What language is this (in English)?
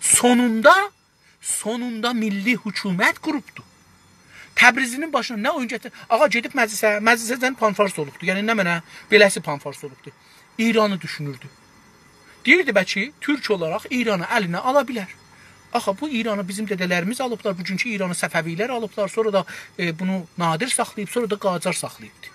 South Azerbaijani